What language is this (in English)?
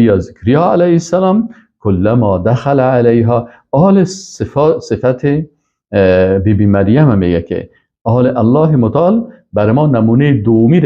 Persian